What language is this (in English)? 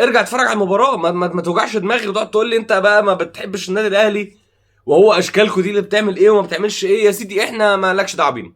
Egyptian Arabic